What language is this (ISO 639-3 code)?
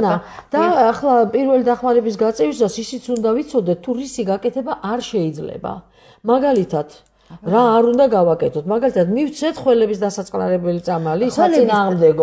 kat